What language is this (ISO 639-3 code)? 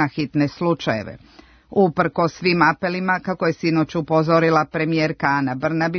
srp